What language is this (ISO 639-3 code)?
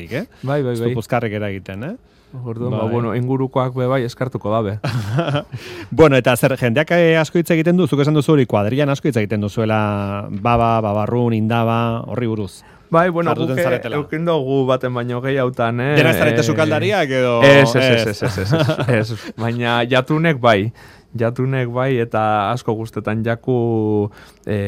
eus